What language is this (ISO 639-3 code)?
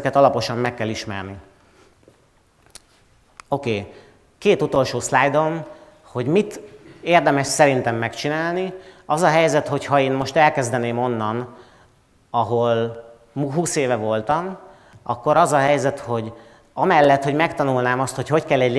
hun